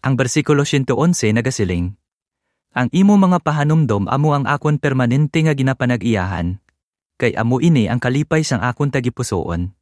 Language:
Hiligaynon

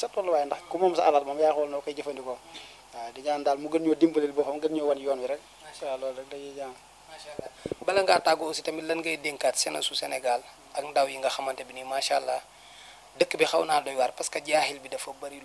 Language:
Wolof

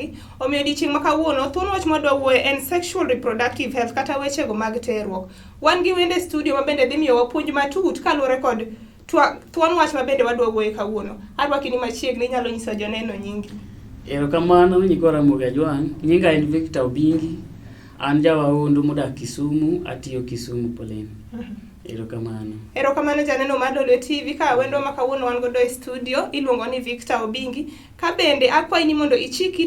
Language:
Luo (Kenya and Tanzania)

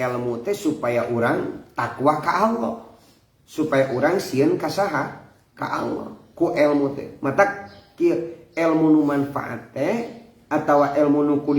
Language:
Sundanese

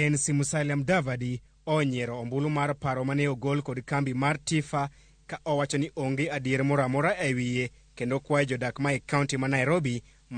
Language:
Luo (Kenya and Tanzania)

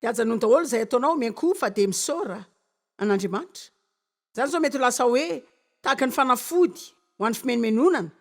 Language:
Malagasy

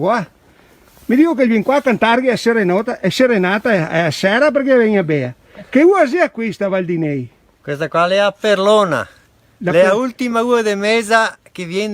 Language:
Venetian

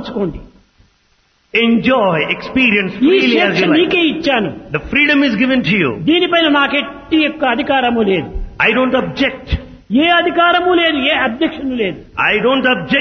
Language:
Telugu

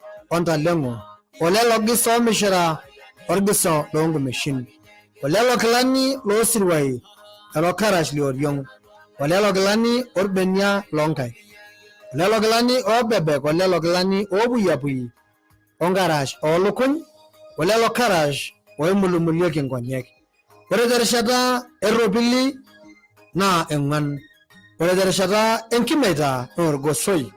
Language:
Masai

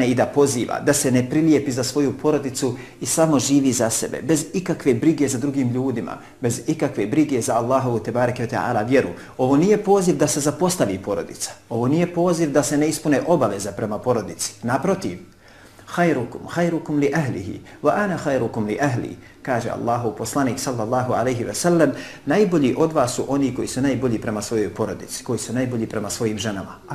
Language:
Bosnian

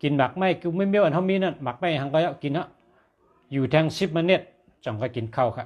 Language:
Shan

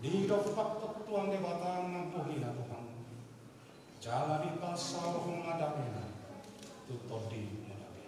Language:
Batak Toba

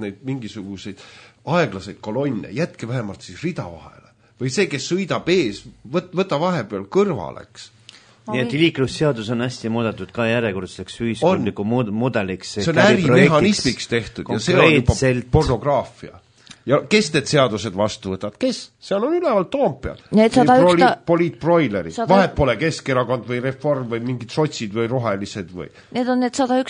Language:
Estonian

